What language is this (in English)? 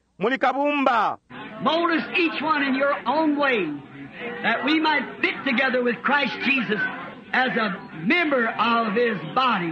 Bemba